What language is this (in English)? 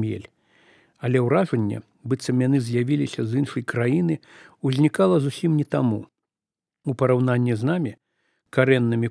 Belarusian